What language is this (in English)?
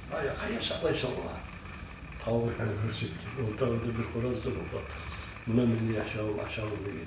Kumyk